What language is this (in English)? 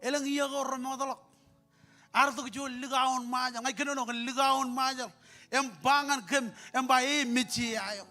Marshallese